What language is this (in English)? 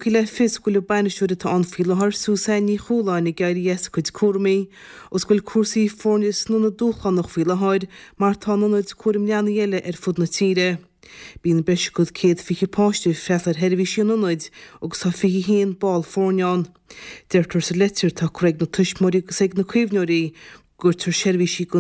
Irish